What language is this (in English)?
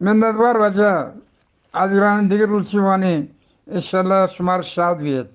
Eastern Balochi